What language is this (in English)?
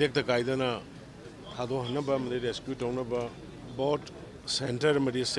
Manipuri